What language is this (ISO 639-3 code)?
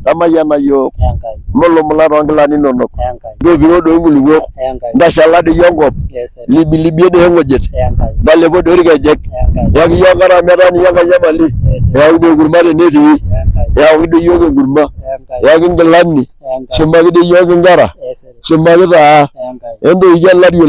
mas